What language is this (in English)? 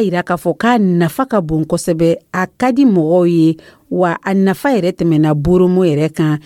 Dyula